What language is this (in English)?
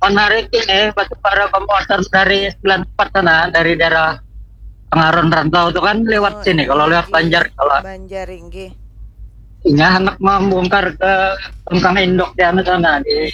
Banjar